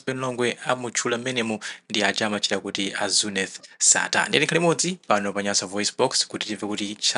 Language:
Nyanja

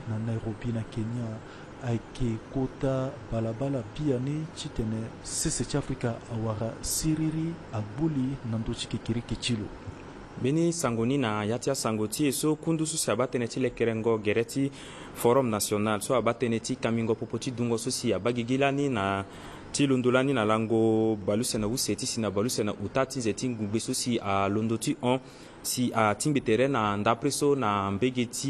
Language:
Sango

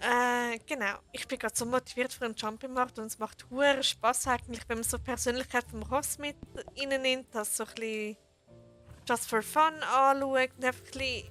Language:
Swiss German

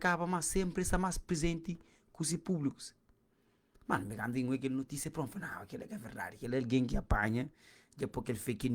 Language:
Kabuverdianu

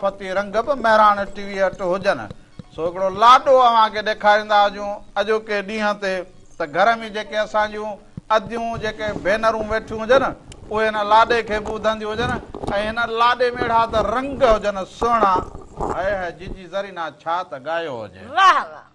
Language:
Sindhi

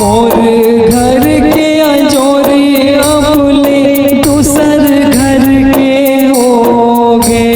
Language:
Chhattisgarhi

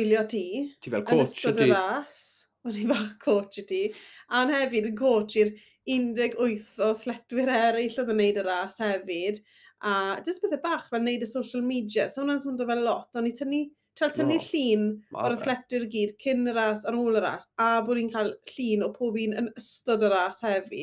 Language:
Welsh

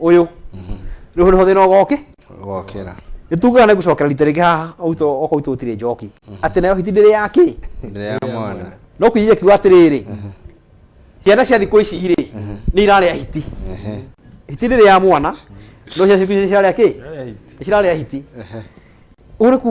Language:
Kikuyu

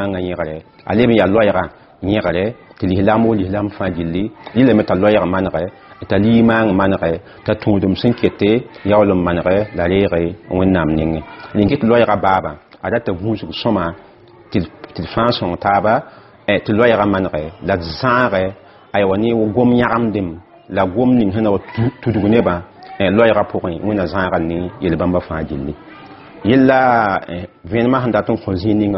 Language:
Mossi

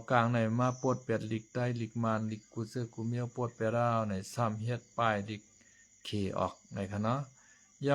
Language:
Shan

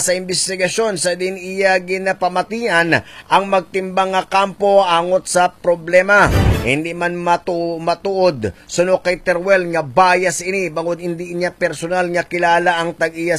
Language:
Hiligaynon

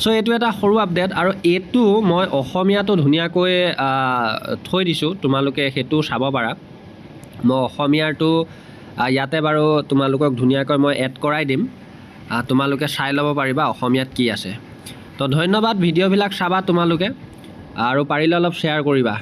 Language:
Assamese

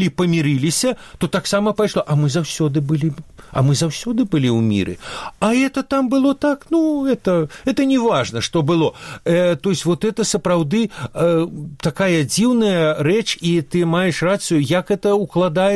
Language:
Belarusian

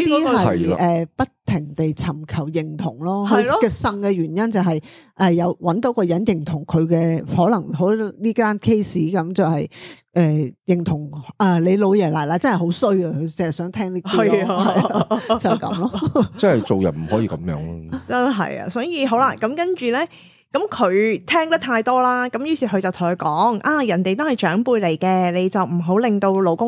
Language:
Cantonese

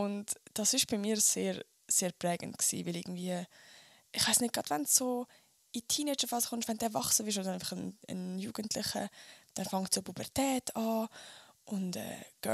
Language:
Swiss German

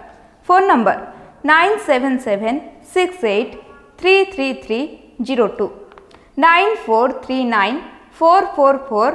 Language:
Odia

